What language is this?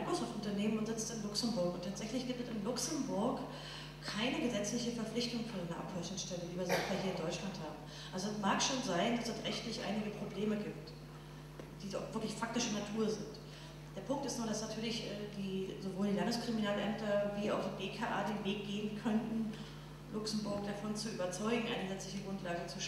German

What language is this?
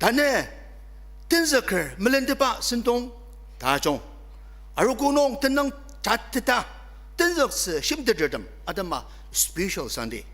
Ao Naga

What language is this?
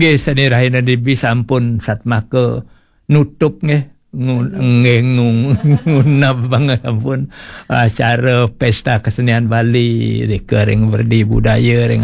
Balinese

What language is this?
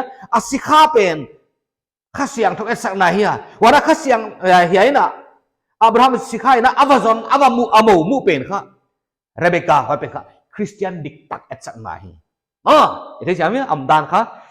Paite Chin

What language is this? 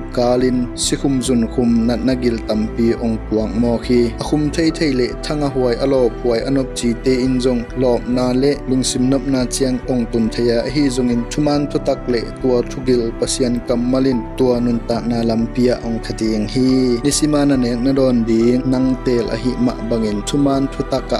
Tedim Chin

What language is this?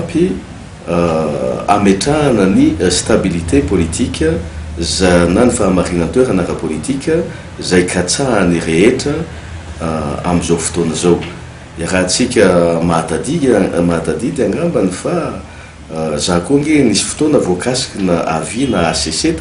Malagasy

